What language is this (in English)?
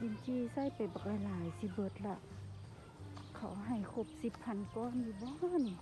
Lao